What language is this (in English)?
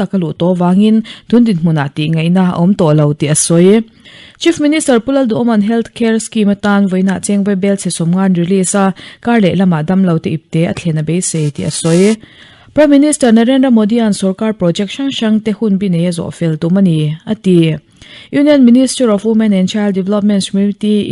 Mizo